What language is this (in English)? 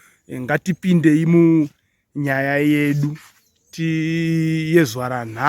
Shona